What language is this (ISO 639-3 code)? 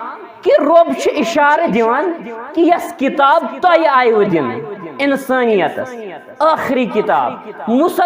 kas